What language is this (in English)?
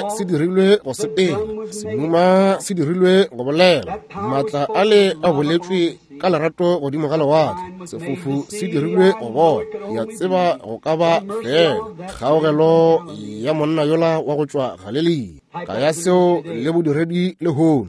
Northern Sotho